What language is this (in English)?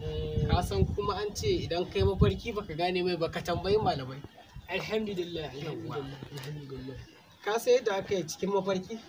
Hausa